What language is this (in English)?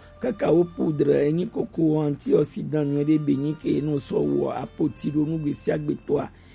Gen